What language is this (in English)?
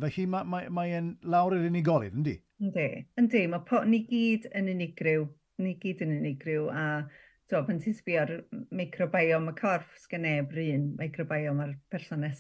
Welsh